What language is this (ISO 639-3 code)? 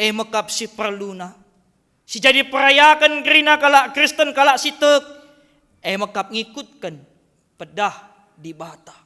btx